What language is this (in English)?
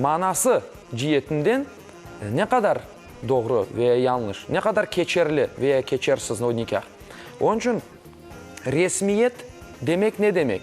Crimean Tatar